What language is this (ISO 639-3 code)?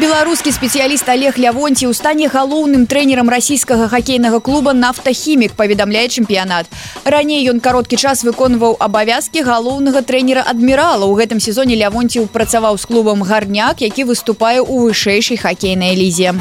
bel